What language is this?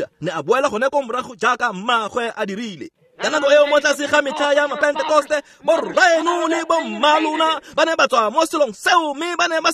Tswana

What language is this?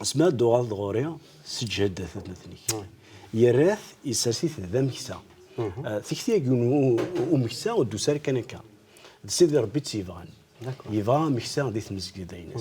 Kabyle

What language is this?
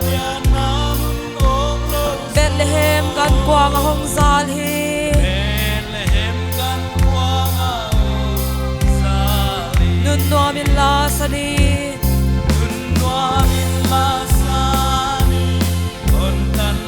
Paite Chin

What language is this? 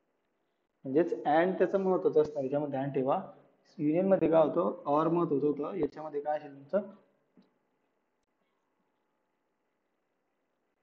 Marathi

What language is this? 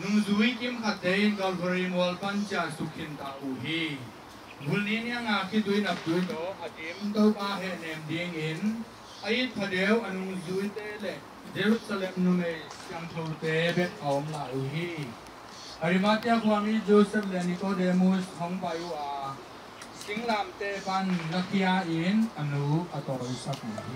Tedim Chin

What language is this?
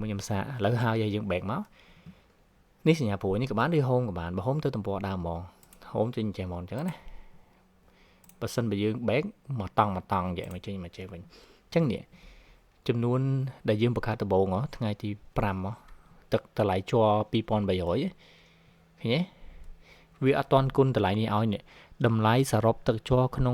Khmer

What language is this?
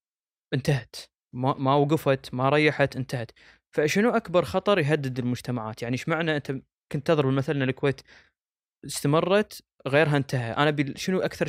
Gulf Arabic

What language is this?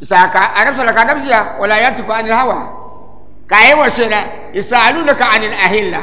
Dagbani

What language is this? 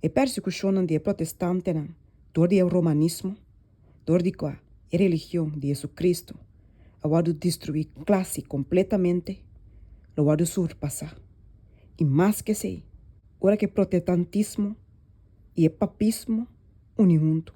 Papiamento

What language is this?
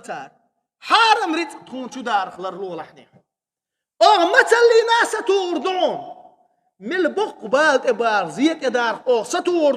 Chechen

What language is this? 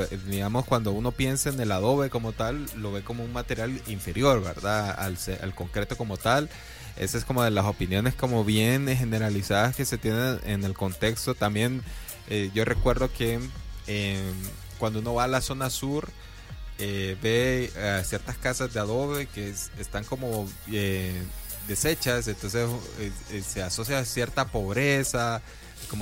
Spanish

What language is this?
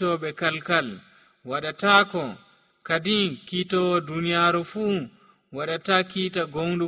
Nigerian Fulfulde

